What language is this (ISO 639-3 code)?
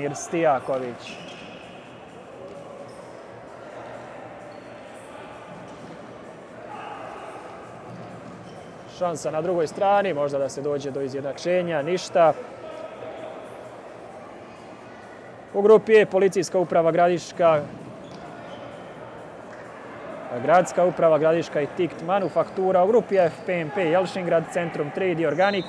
srp